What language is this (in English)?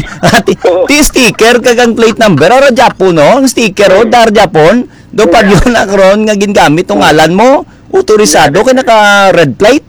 Hiligaynon